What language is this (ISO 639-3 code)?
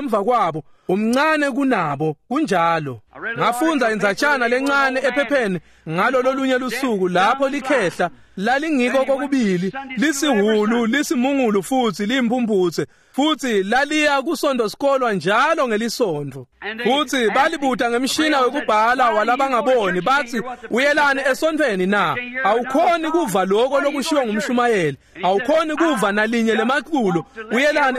ssw